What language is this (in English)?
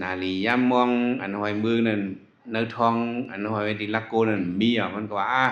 Shan